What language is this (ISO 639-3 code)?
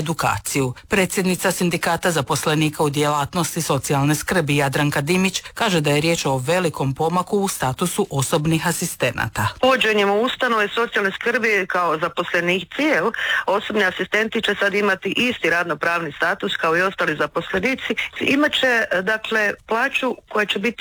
hrv